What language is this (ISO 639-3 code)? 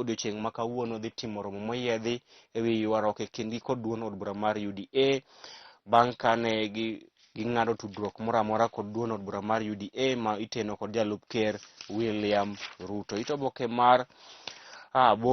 luo